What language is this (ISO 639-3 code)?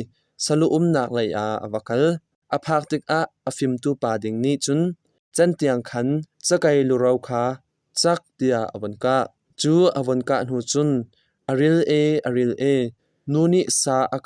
cnh